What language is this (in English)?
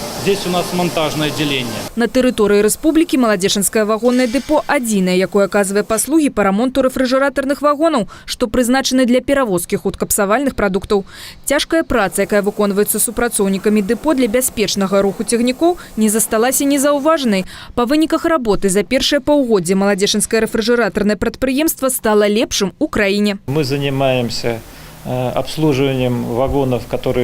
Belarusian